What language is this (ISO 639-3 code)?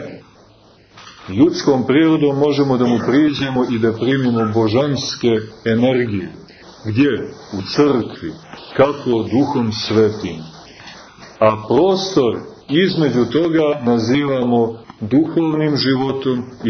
srp